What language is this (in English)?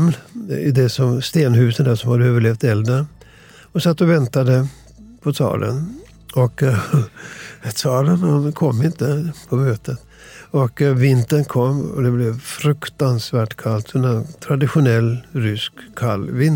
Swedish